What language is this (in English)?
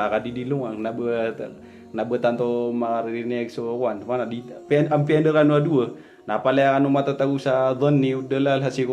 Maranao